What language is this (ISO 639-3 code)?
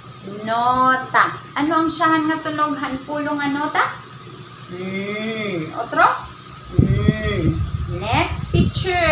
war